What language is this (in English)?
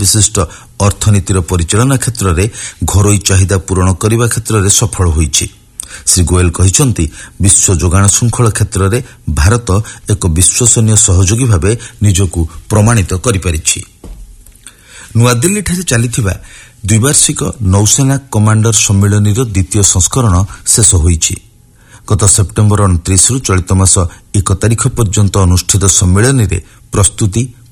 Odia